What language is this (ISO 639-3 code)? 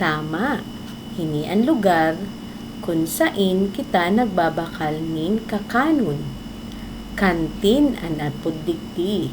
bik